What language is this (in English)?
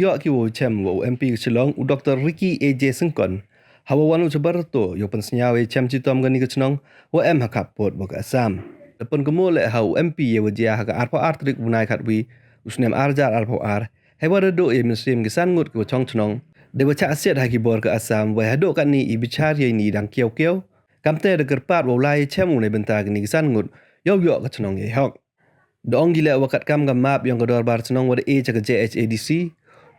Pnar